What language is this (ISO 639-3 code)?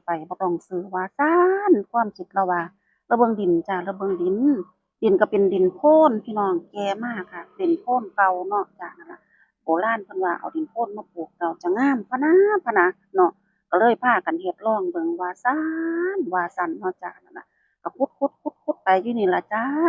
tts